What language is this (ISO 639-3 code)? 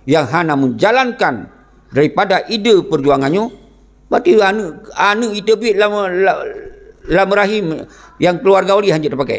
ace